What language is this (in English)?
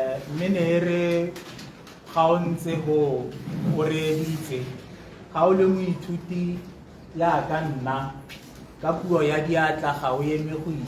Tswana